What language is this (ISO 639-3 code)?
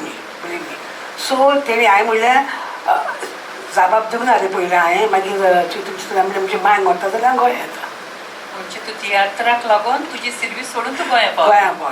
kok